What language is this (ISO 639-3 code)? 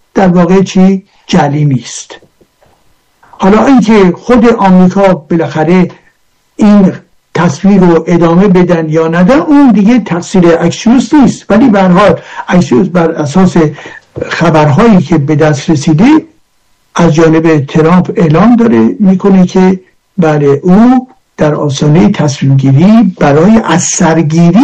fas